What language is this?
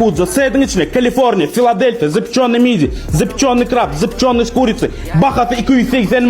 Turkmen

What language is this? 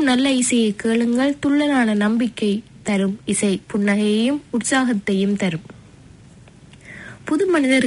Tamil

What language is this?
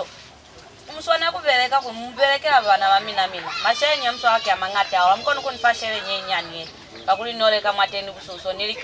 Lozi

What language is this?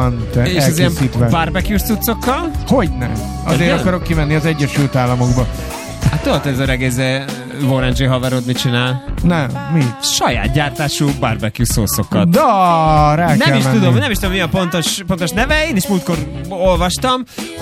Hungarian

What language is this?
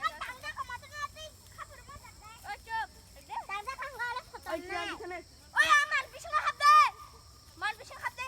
Kok Borok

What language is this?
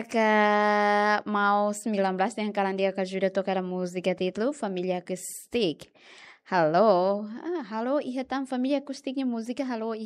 Tetum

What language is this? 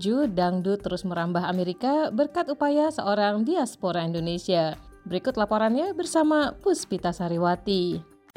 Indonesian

